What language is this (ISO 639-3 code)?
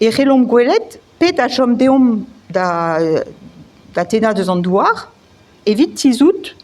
bre